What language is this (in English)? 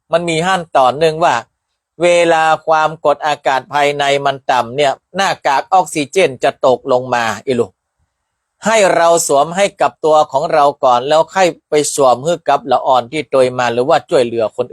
Northern Thai